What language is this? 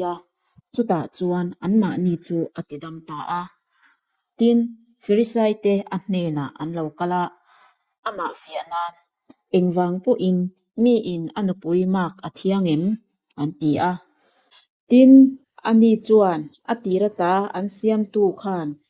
Mizo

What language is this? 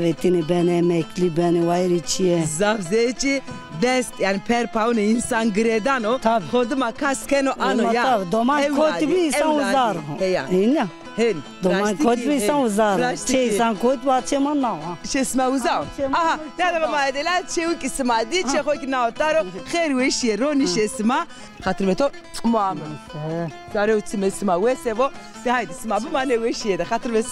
Zaza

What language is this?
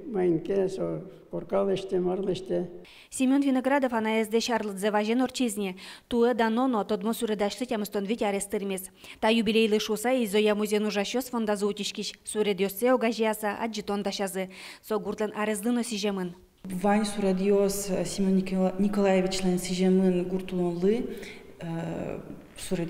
Udmurt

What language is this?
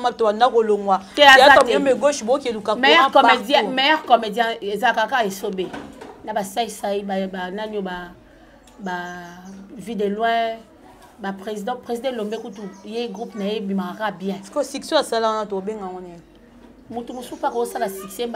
Lingala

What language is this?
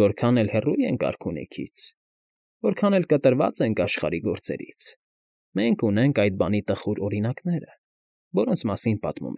Armenian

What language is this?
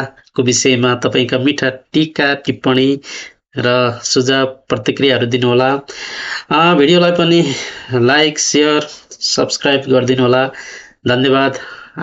Nepali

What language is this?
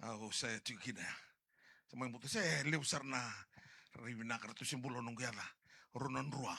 Fijian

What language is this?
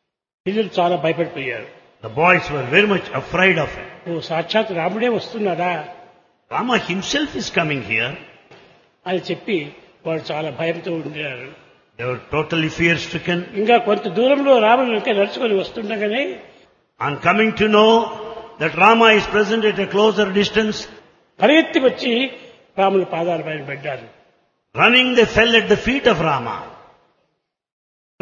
Telugu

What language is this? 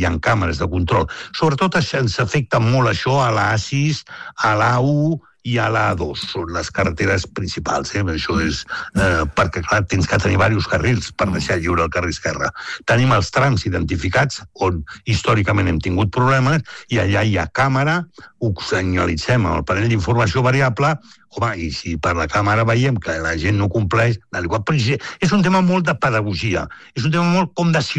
Catalan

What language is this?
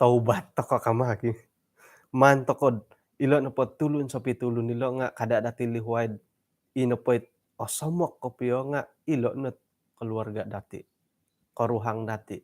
Central Dusun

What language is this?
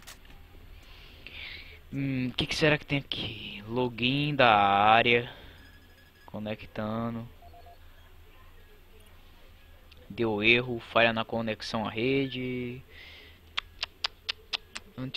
Portuguese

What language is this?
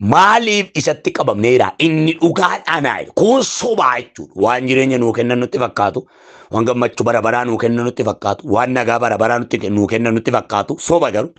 Oromo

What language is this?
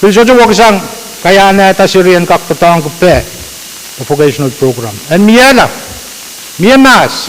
Pohnpeian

